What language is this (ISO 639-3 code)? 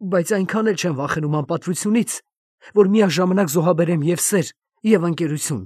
hye